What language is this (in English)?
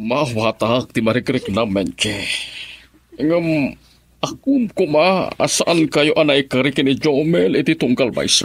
Iloko